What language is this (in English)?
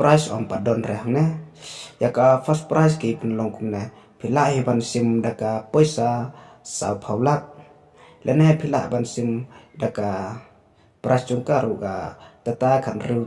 Khasi